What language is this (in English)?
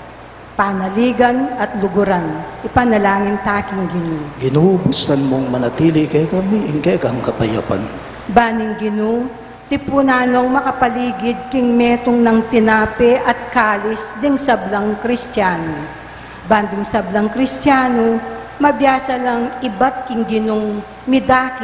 Pampanga